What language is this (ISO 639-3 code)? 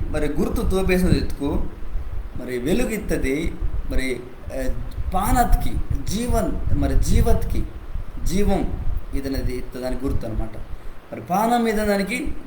kff